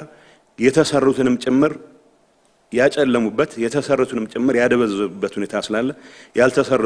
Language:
Amharic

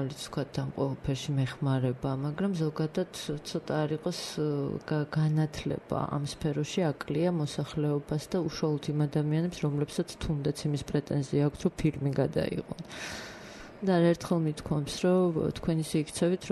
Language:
Georgian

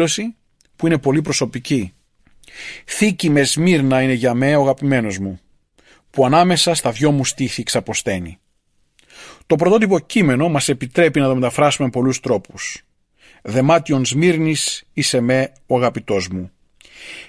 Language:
Greek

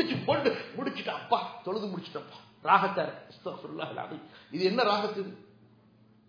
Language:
Tamil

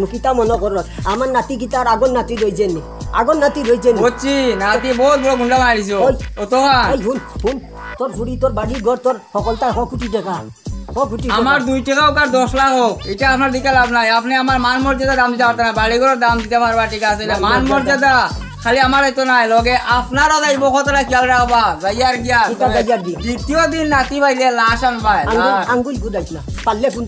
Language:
Sylheti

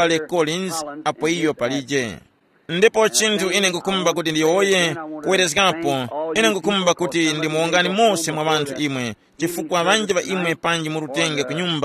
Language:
Tumbuka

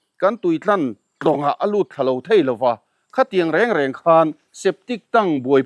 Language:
Mizo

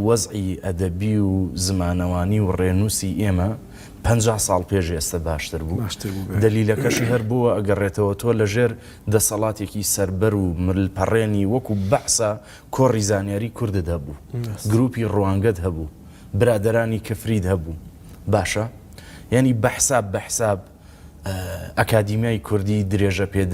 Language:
Central Kurdish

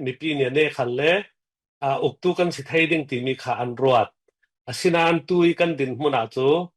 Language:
Falam Chin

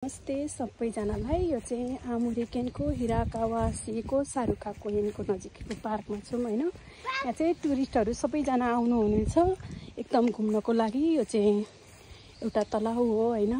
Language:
Nepali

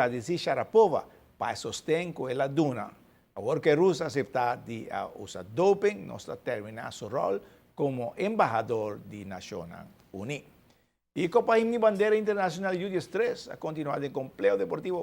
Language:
Papiamento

